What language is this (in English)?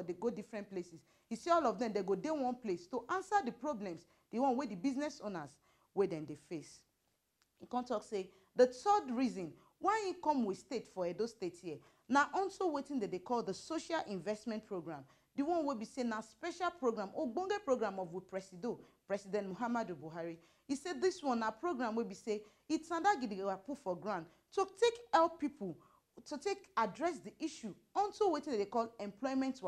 Nigerian Pidgin